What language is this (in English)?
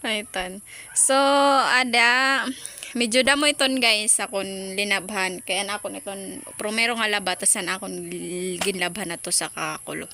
Waray